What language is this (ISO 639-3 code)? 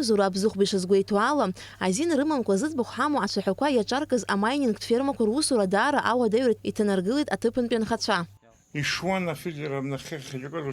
abk